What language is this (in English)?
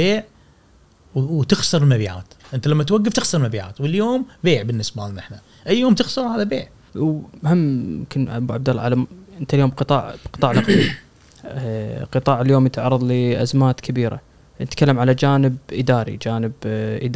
Gulf Arabic